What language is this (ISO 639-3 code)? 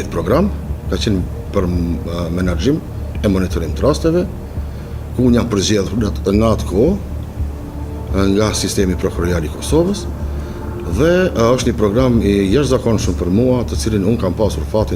sqi